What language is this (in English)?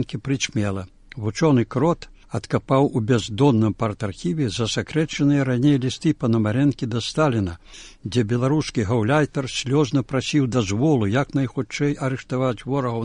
Belarusian